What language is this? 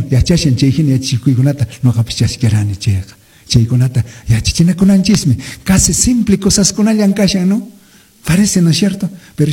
Quechua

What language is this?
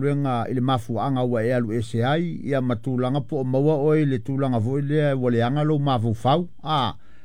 Samoan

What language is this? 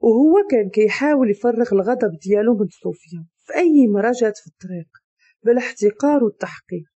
Moroccan Arabic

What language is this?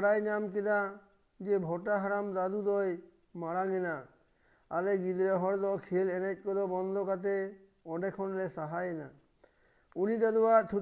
Santali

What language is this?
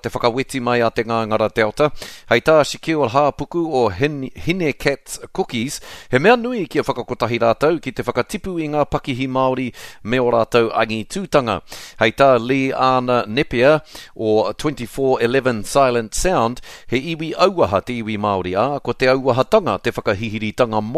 Māori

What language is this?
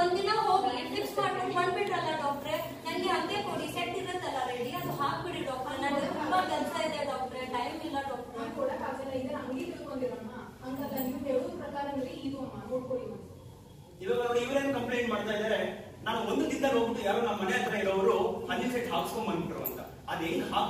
Kannada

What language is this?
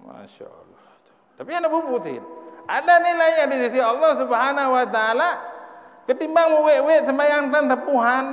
Achinese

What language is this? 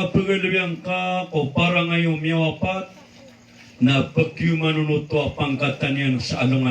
Maranao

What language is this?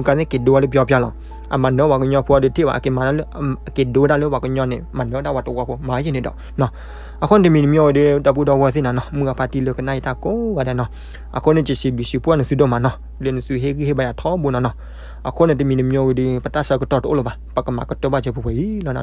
S'gaw Karen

